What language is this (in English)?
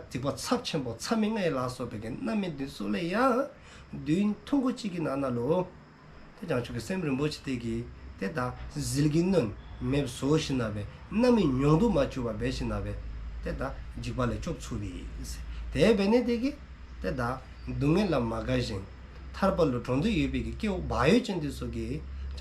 Dzongkha